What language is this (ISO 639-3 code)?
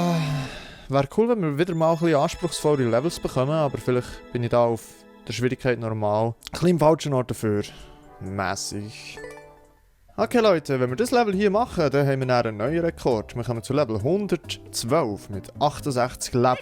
gsw